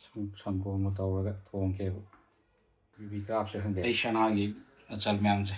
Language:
Manipuri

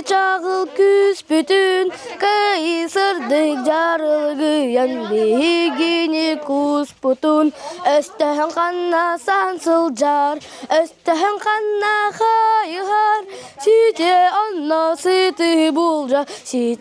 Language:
Yakut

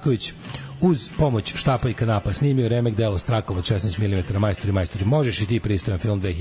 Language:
Serbian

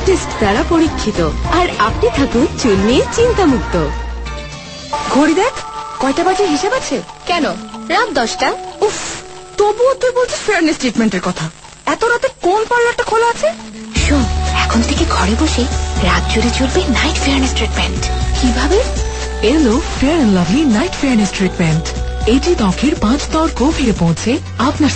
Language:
Bangla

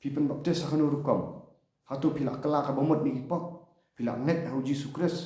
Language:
Khasi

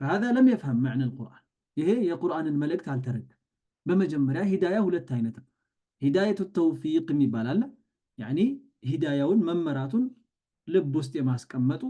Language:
Amharic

